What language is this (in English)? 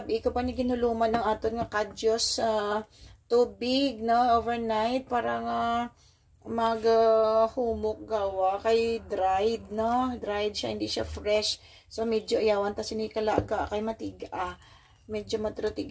Hiligaynon